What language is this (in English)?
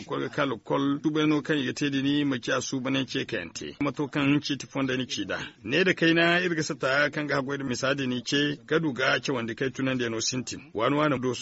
Zarma